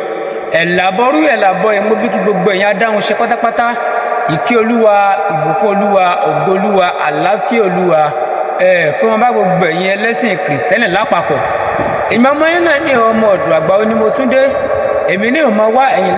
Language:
Yoruba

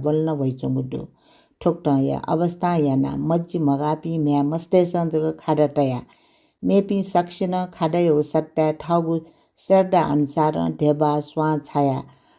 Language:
Newari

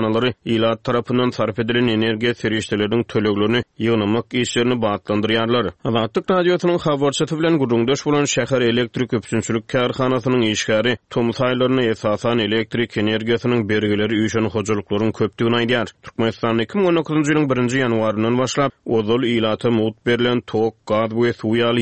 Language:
Turkmen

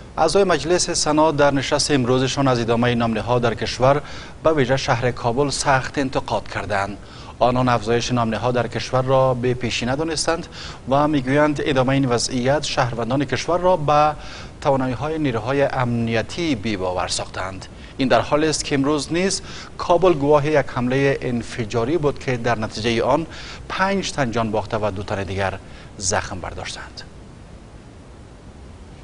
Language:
Persian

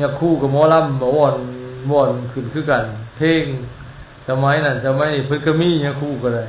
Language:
Lao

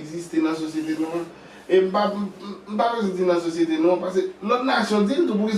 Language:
Haitian Creole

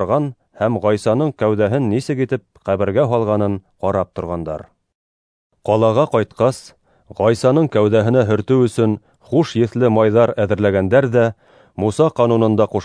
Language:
Bashkir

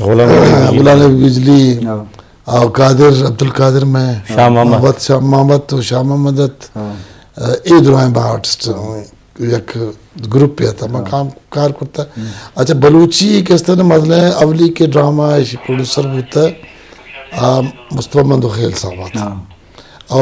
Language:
Eastern Balochi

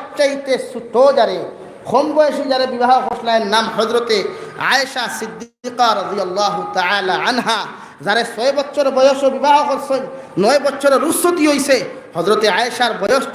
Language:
Sylheti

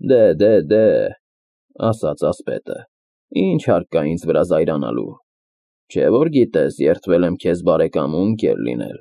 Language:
Armenian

